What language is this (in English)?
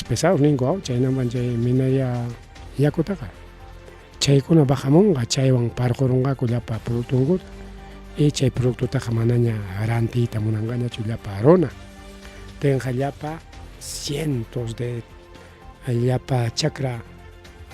Ayacucho Quechua